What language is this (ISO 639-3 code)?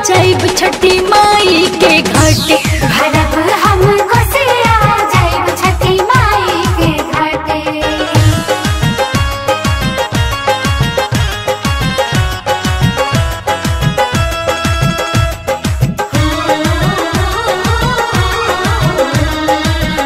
bho